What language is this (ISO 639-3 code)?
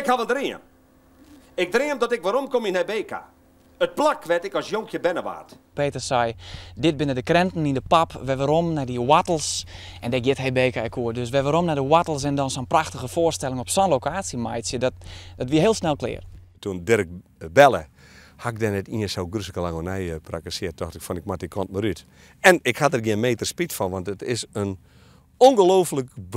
fry